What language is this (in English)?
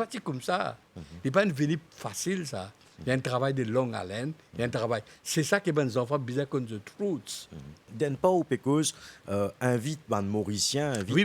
Morisyen